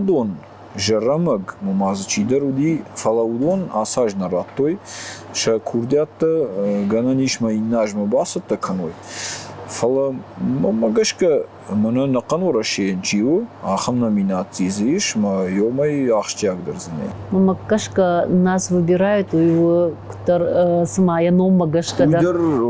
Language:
Ossetic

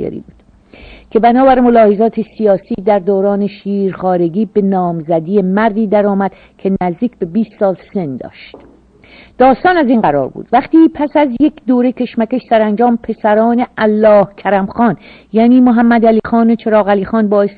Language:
Persian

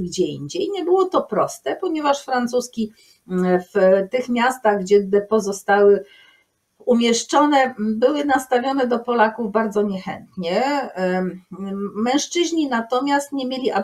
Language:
Polish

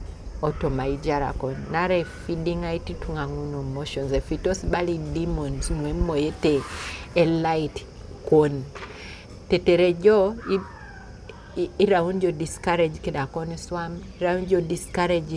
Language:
Teso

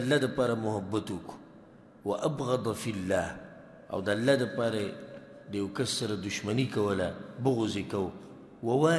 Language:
Pashto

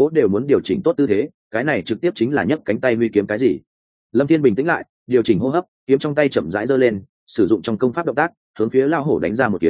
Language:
Vietnamese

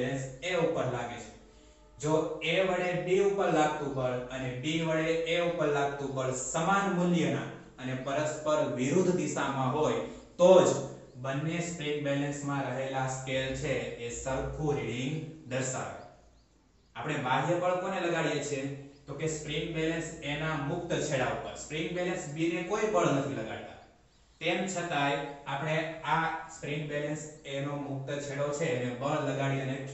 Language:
Gujarati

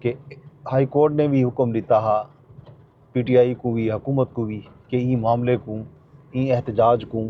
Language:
Saraiki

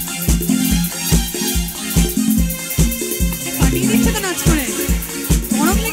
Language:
Bangla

